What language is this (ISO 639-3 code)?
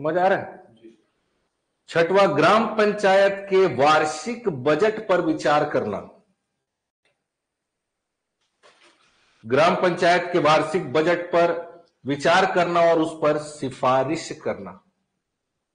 hin